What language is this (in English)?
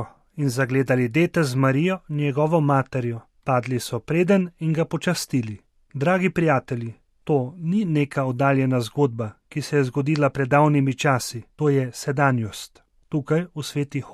Slovenian